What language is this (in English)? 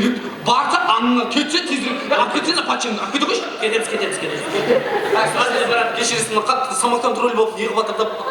Kara-Kalpak